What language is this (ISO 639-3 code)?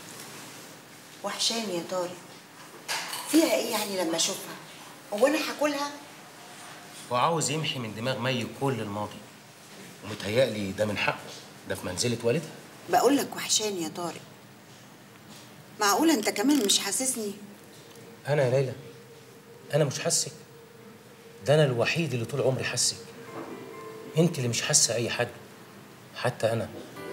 arz